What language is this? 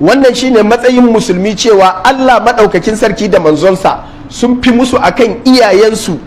Hausa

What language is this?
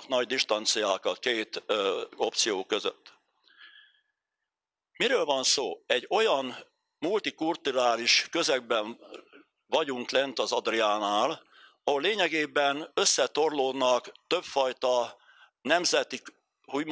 Hungarian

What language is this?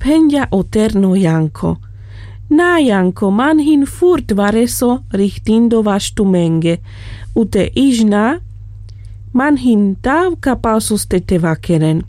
Carpathian Romani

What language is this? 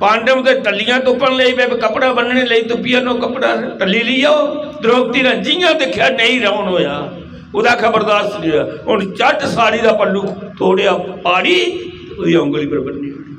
Dogri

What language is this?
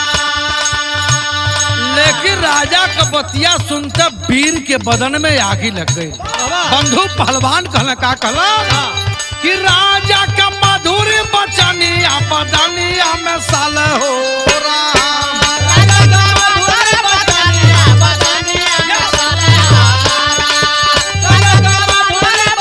Bhojpuri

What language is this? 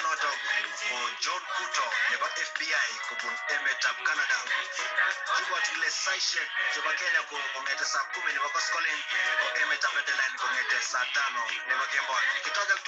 Kalenjin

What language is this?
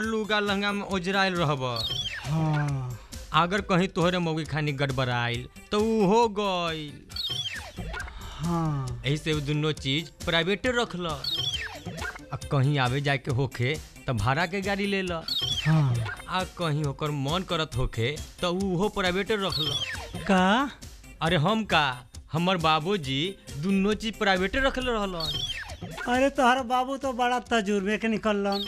Bhojpuri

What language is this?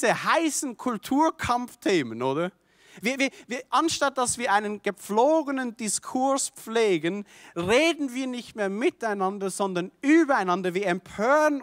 Swiss German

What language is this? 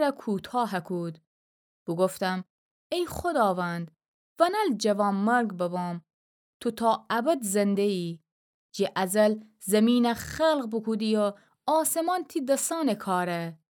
Gilaki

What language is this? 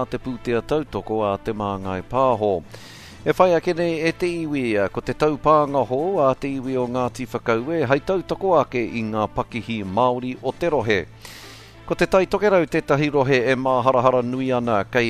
Māori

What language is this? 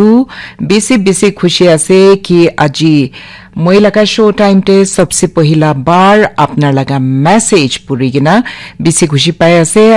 Naga Pidgin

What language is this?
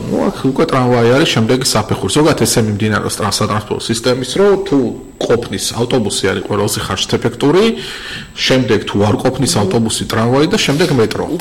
Georgian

